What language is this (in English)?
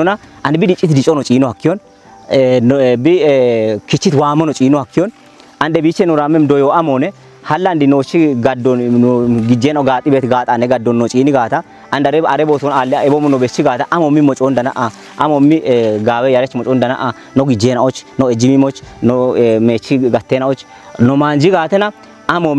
Kafa